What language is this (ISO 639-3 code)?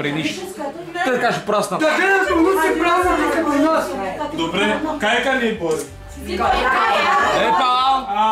bul